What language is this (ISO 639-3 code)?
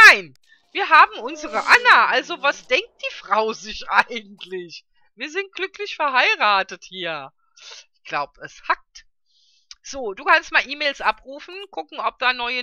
deu